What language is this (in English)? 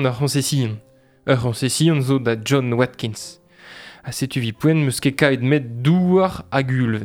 Breton